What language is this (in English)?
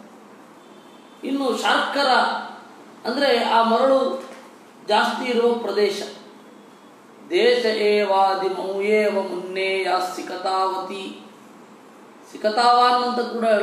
Kannada